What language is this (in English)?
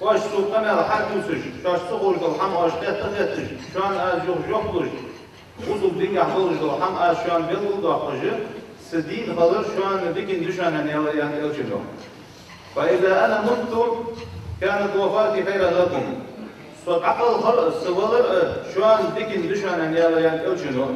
Ingush